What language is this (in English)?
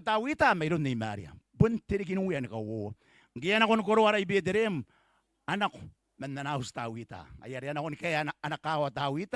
Gilbertese